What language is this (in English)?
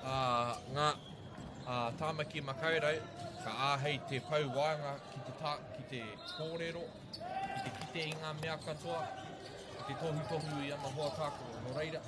Māori